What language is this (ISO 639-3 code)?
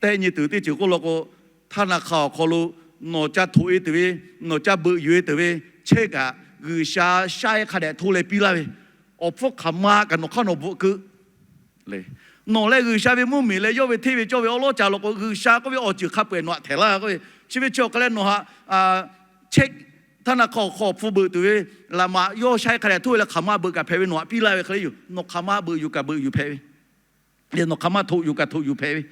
lhu